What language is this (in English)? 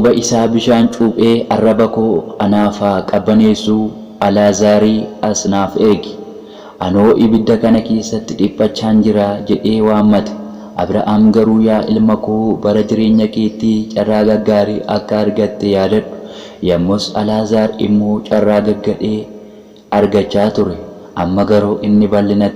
Oromo